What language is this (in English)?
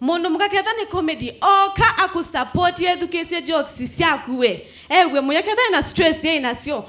Kamba